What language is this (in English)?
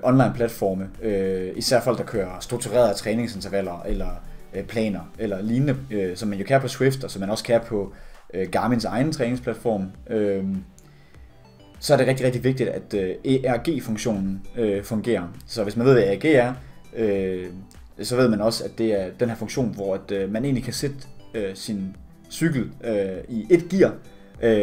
Danish